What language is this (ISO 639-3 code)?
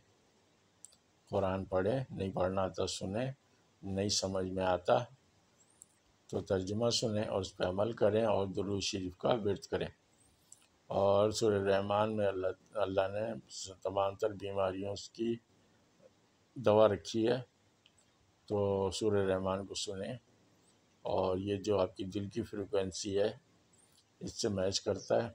urd